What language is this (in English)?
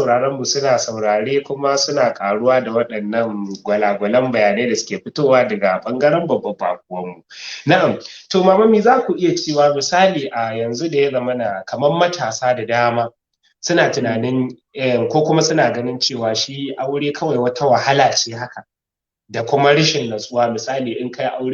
Hausa